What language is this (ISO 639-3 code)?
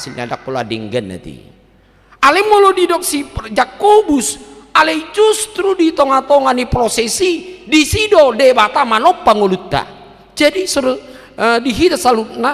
bbc